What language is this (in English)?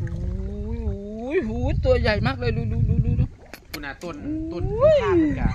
Northeastern Thai